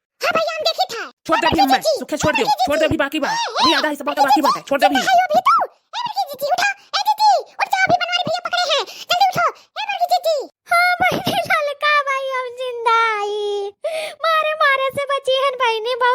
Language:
Awadhi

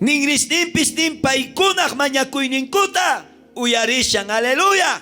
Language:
South Bolivian Quechua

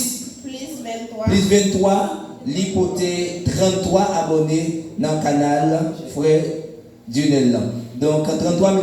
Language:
Haitian Creole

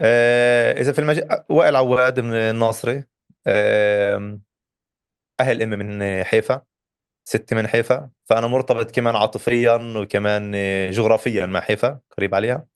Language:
North Levantine Arabic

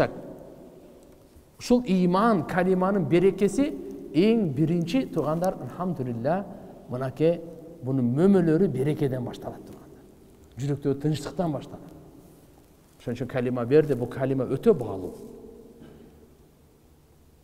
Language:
Kyrgyz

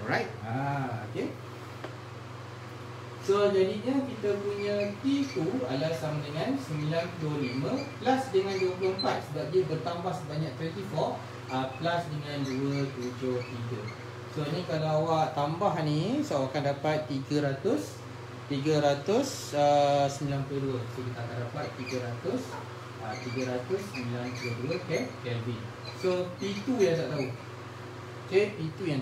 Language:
Malay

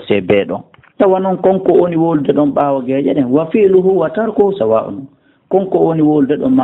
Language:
Fula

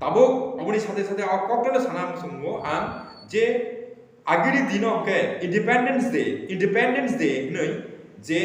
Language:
Kok Borok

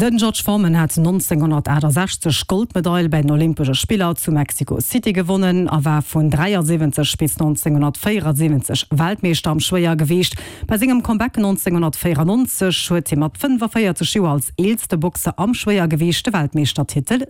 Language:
Luxembourgish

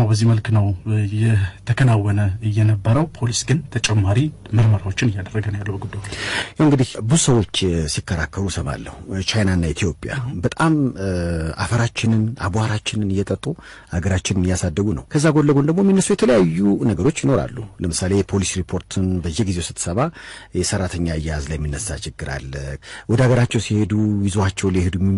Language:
Amharic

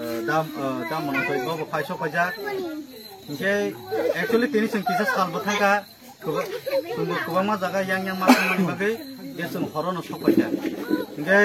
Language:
Kok Borok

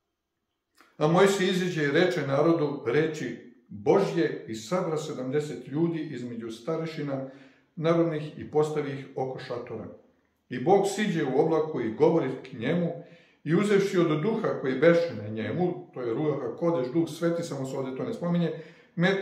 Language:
Serbian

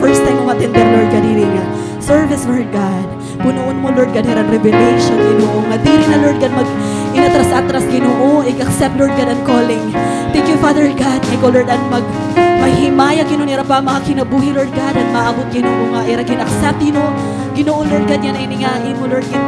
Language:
Waray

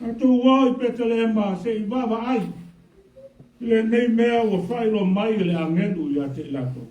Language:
Samoan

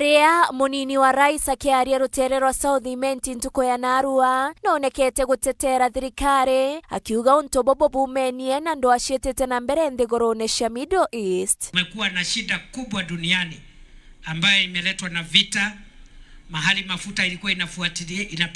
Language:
Meru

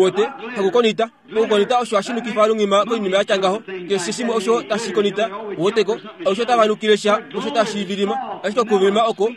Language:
Kuanyama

